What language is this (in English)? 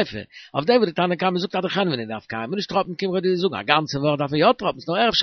Yiddish